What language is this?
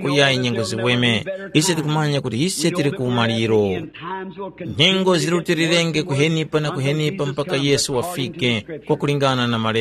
Tumbuka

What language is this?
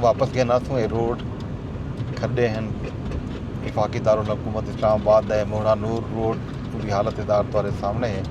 Saraiki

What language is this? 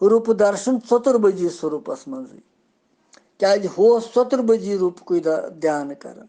Kashmiri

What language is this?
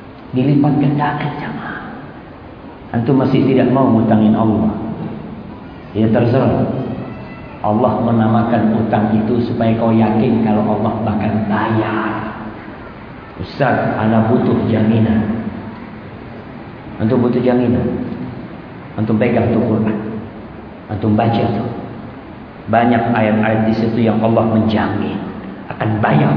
Indonesian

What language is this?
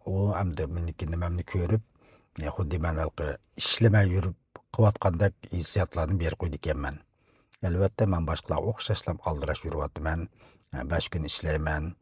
Uyghur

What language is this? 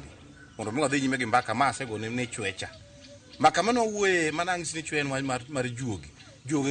Luo (Kenya and Tanzania)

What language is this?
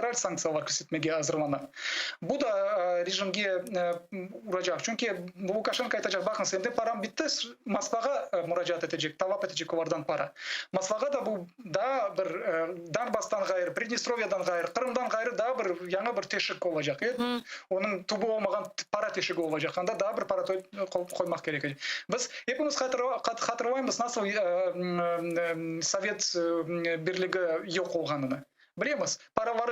Crimean Tatar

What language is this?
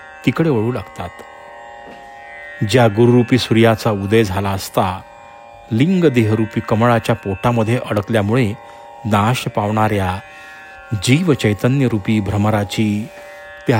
Marathi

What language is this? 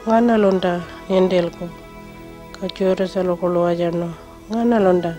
Pitjantjatjara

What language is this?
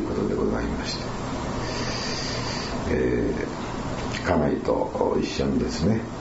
Japanese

